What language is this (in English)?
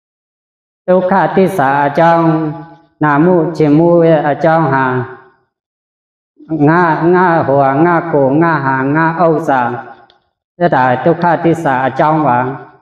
Shan